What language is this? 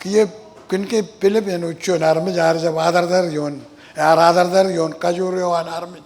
Marshallese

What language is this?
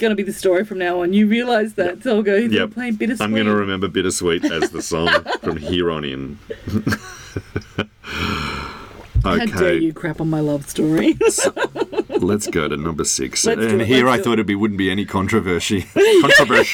English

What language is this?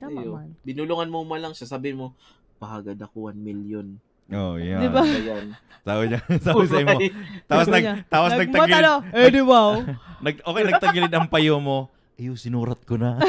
Bikol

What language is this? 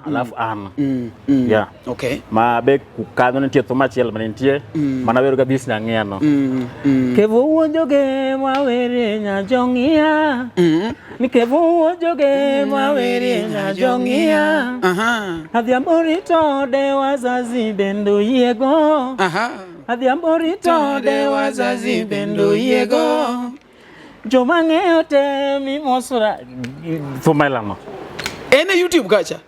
Luo (Kenya and Tanzania)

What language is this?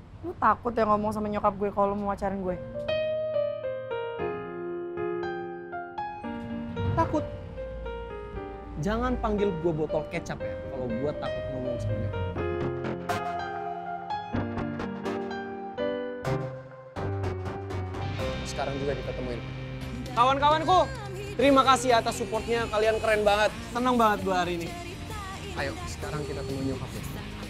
Indonesian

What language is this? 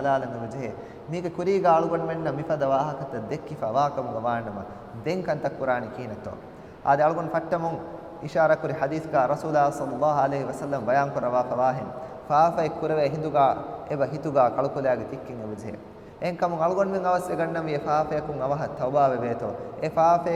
Divehi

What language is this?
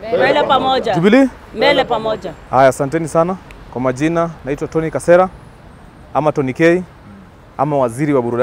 Swahili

